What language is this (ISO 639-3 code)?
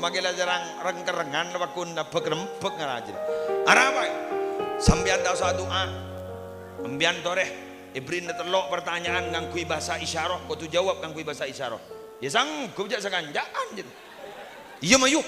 mad